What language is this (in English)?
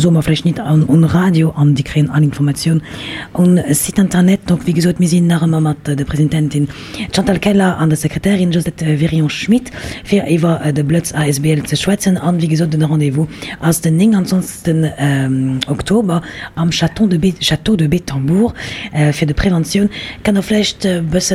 Luxembourgish